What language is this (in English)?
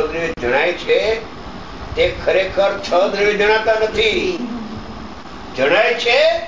Gujarati